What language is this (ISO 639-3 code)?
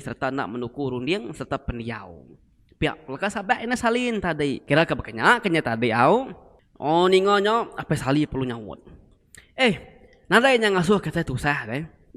iba